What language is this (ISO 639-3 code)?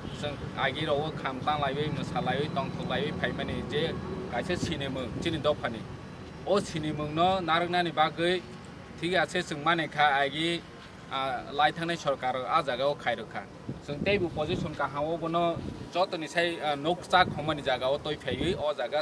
trp